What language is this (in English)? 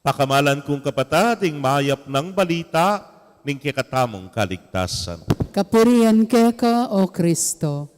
Pampanga